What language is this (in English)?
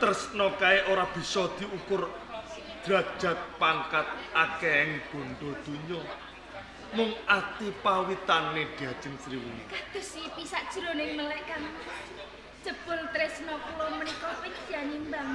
Javanese